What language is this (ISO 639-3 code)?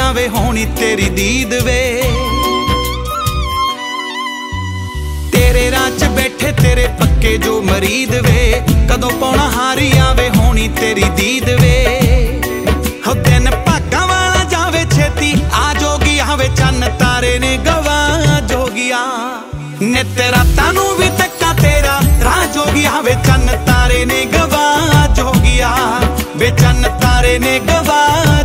pan